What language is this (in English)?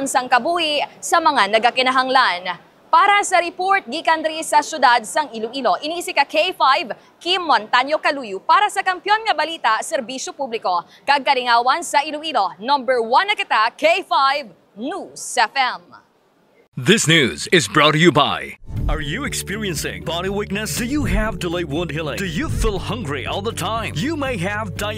Hiligaynon